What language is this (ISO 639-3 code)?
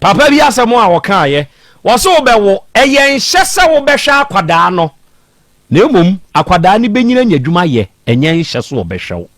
aka